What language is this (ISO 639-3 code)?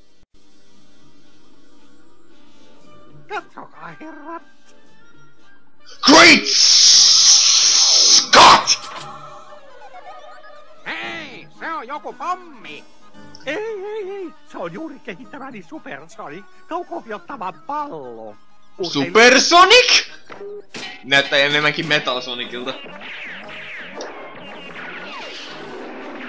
fin